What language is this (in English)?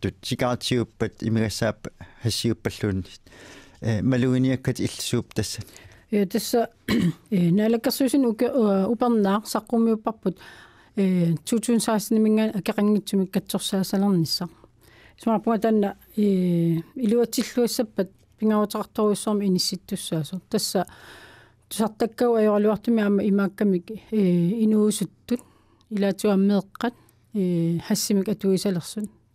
Kalaallisut